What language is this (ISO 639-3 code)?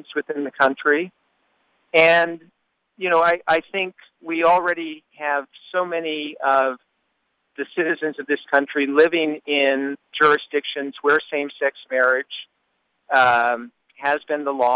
eng